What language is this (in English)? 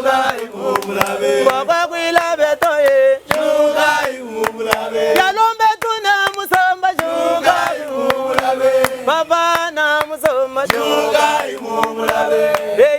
Luba-Lulua